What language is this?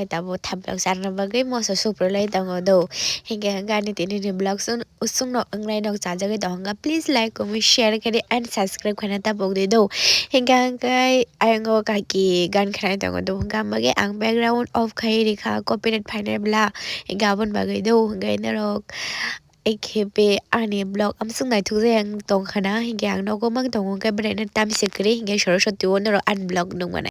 Kok Borok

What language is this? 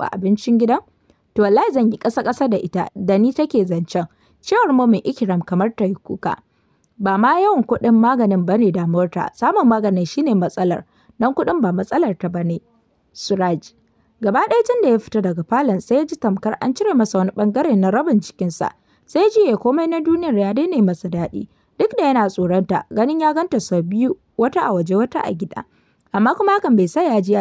Hausa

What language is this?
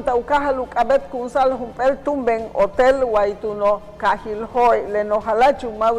Yucateco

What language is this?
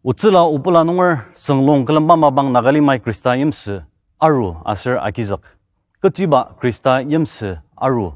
Ao Naga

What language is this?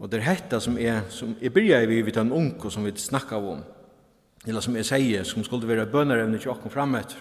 Faroese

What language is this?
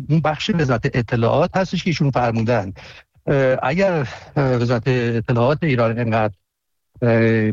Persian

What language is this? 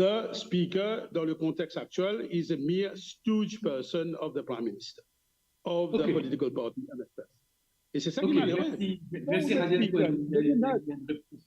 Morisyen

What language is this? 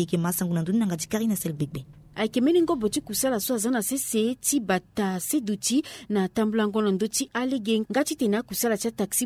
Sango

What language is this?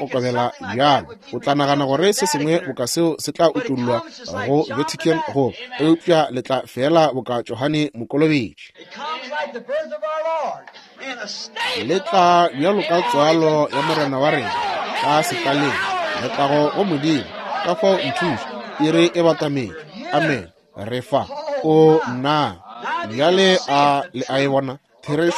Northern Sotho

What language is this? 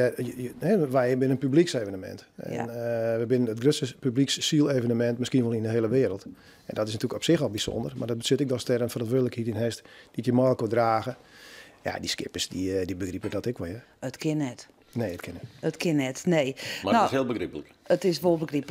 Western Frisian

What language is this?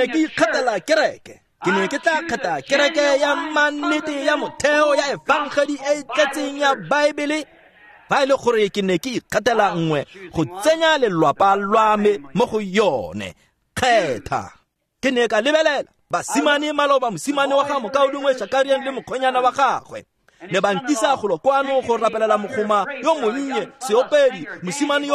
Tswana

